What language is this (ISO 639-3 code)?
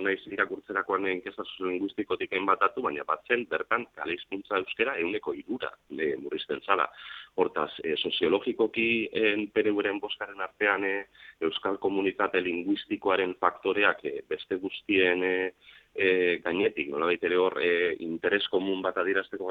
eus